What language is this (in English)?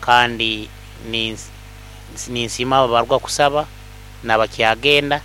Nyoro